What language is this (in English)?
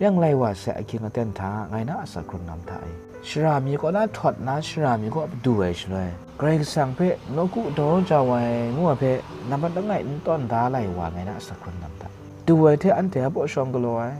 Kachin